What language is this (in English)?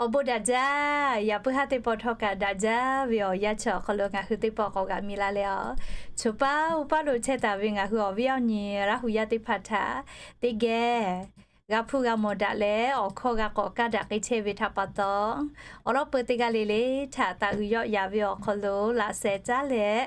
Lahu